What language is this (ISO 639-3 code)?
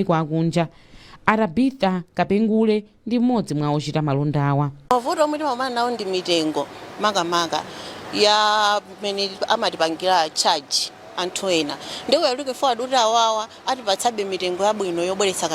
nya